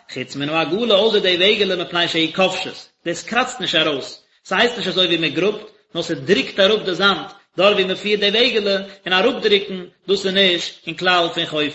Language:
Yiddish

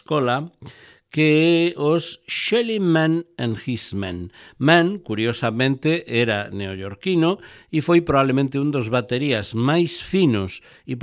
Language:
Galician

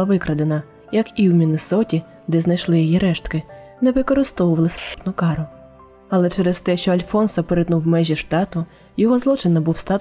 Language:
Ukrainian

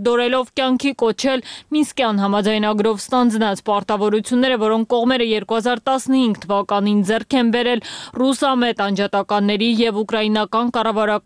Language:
Armenian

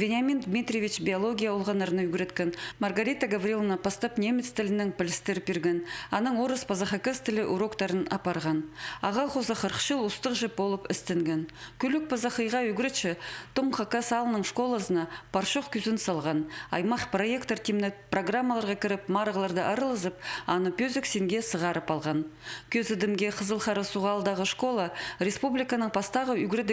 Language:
Khakas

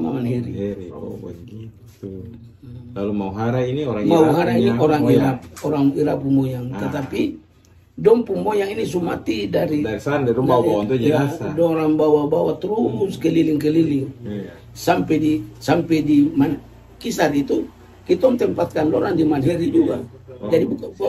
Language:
Ambonese Malay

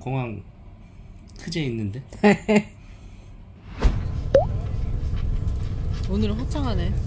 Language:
Korean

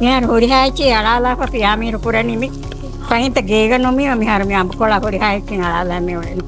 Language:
Divehi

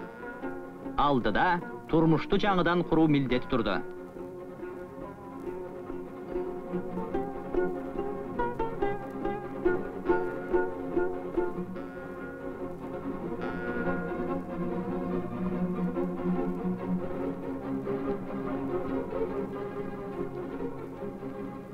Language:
Kyrgyz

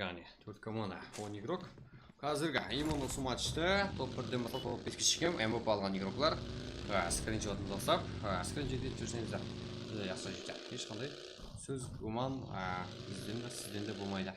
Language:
Kara-Kalpak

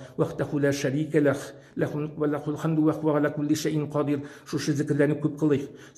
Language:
Tatar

